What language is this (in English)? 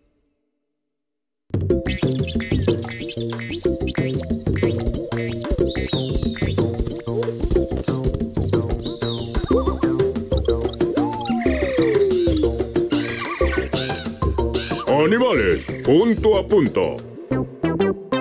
Spanish